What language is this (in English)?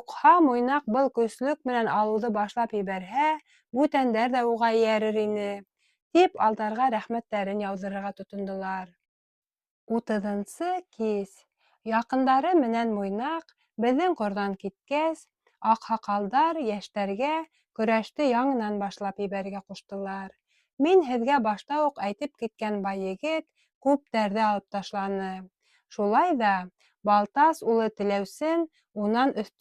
Bashkir